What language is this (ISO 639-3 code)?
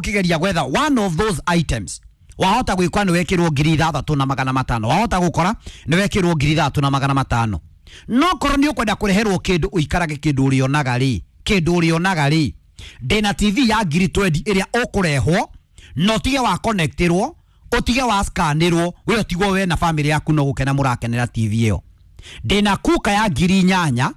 kik